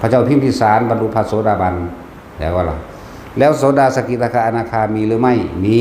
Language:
Northeastern Thai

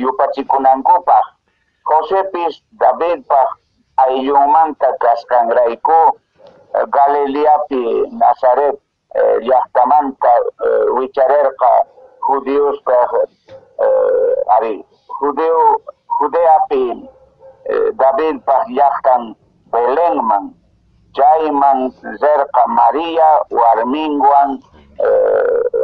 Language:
Quechua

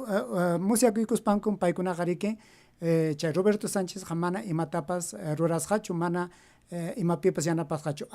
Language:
Ayacucho Quechua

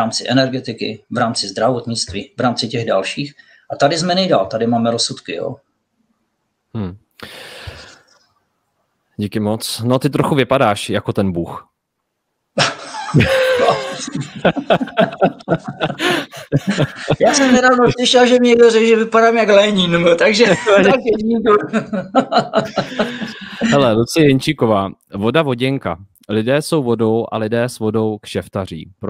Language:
Czech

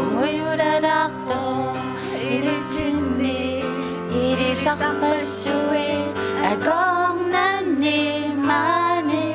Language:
Kalaallisut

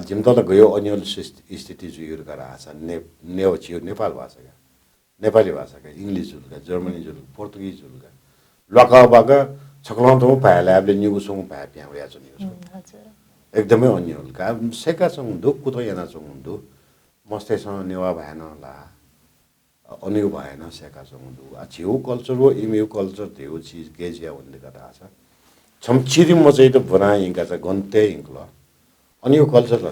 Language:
Newari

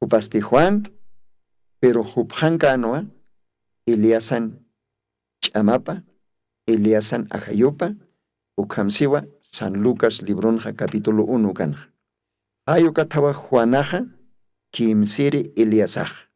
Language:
Aymara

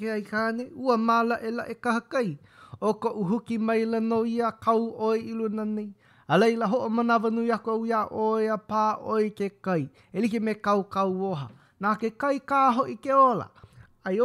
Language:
Hawaiian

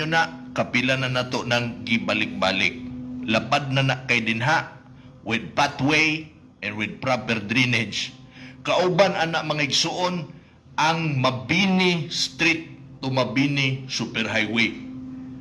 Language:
Cebuano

